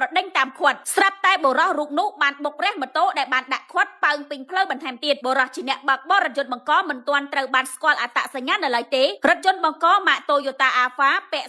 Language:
Khmer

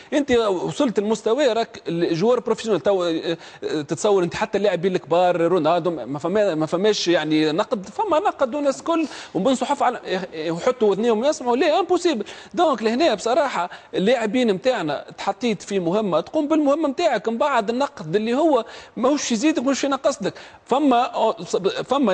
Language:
Tunisian Arabic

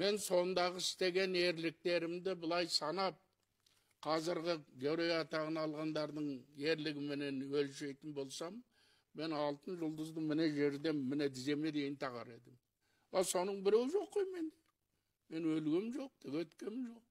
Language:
Kazakh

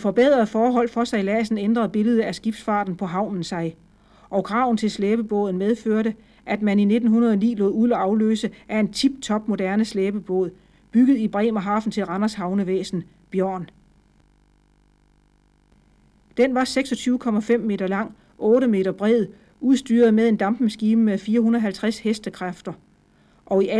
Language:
Danish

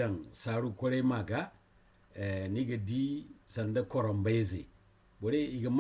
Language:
Zarma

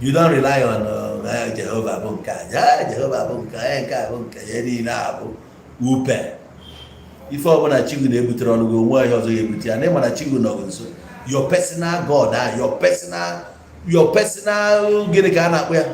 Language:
Igbo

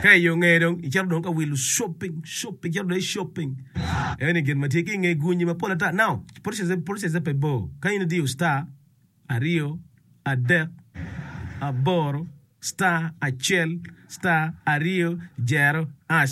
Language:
Acoli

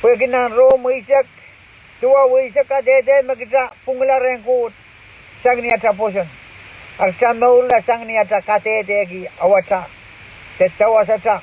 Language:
Pohnpeian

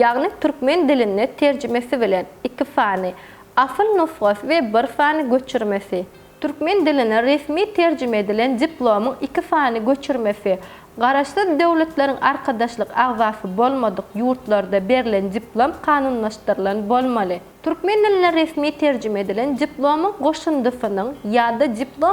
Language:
Turkmen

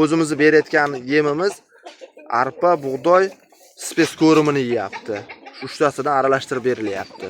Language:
Uzbek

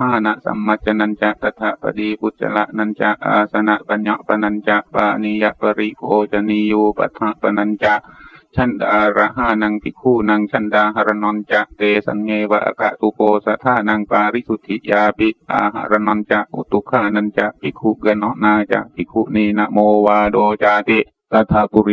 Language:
Pali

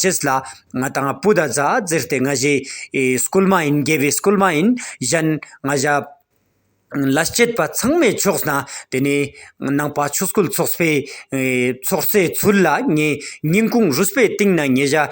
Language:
Ladakhi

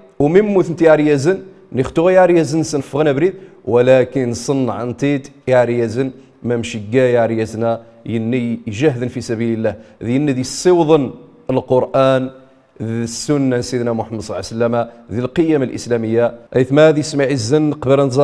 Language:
Riffian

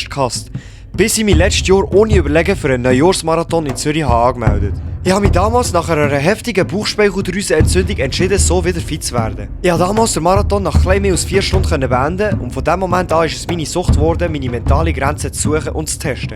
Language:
Swiss German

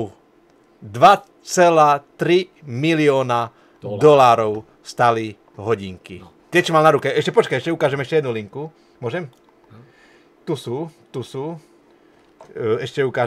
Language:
Slovak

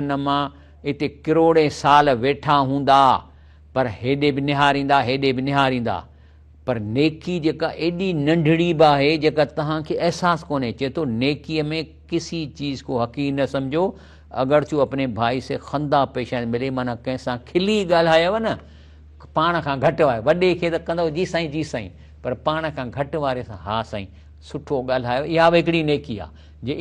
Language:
Sindhi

